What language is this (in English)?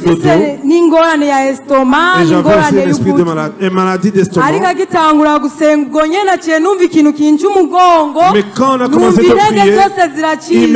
Kinyarwanda